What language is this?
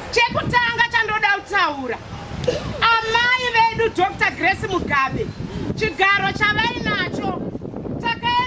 Shona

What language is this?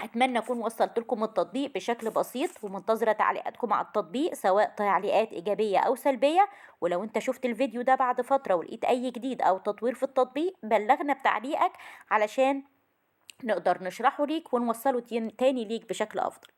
Egyptian Arabic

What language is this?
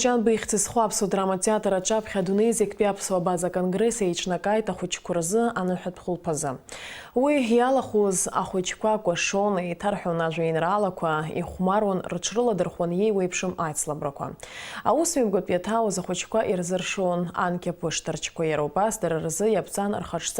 Abkhazian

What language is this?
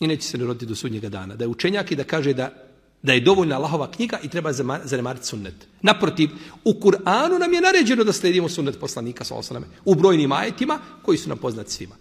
Bosnian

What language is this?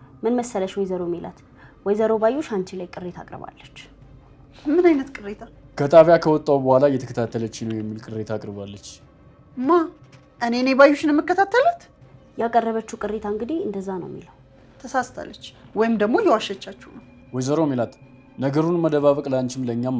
Amharic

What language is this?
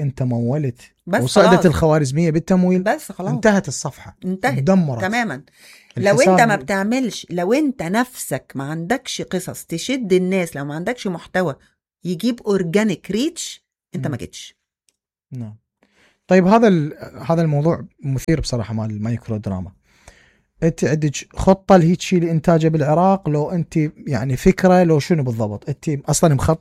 Mesopotamian Arabic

